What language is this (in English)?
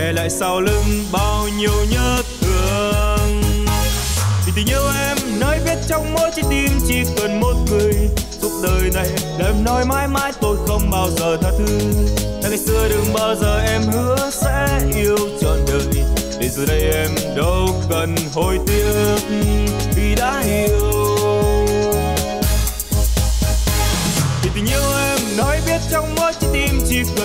Vietnamese